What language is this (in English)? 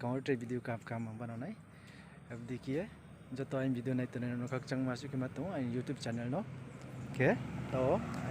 Riang (India)